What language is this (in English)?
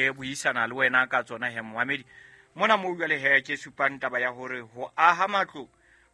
Southern Sotho